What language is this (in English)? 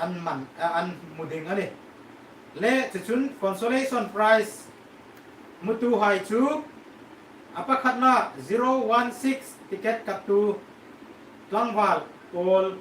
Hmar